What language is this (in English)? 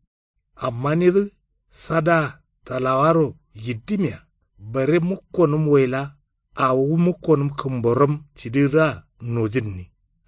Kanuri